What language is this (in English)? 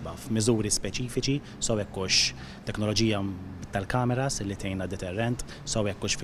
Maltese